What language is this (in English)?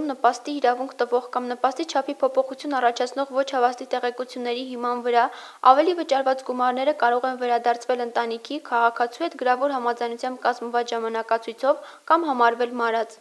Armenian